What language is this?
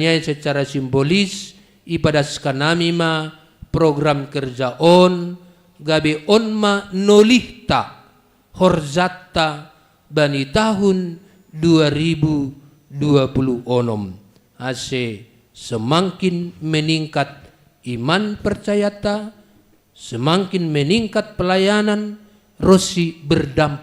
Batak Simalungun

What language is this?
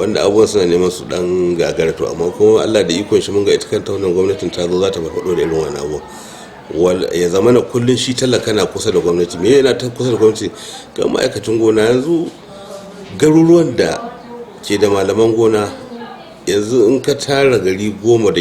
Hausa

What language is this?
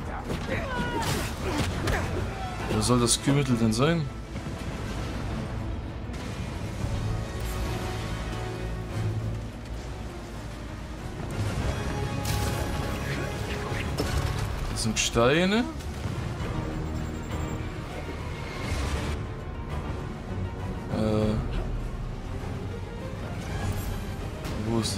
German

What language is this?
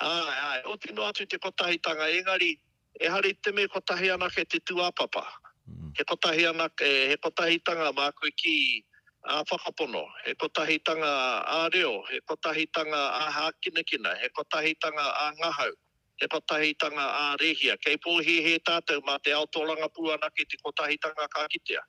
Māori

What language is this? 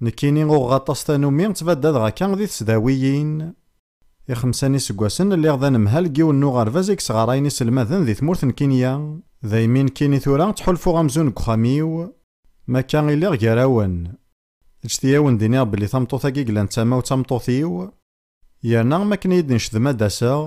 Kabyle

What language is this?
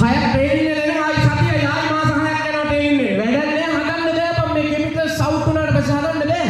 Sinhala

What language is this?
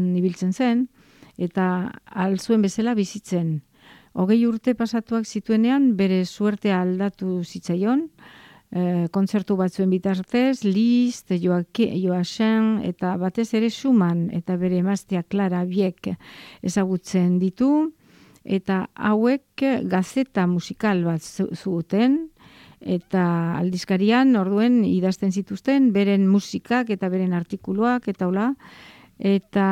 Basque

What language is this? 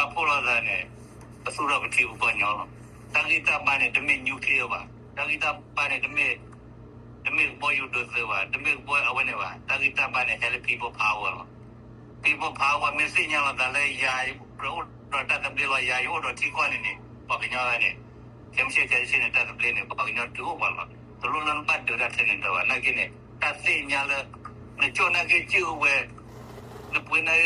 S'gaw Karen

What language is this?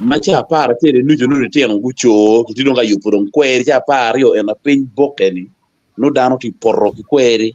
Acoli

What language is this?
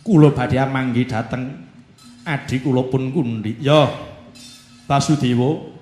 Javanese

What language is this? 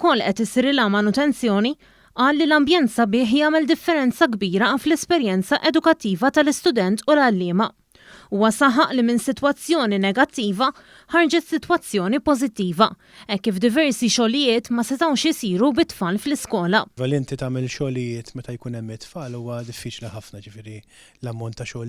Maltese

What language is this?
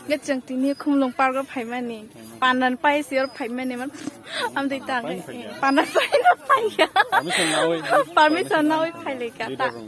Kok Borok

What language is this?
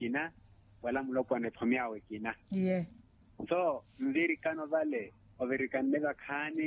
Makhuwa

